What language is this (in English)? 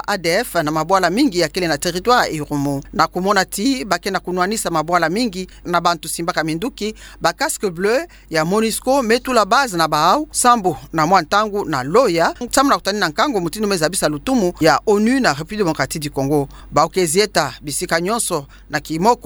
Kituba (Democratic Republic of Congo)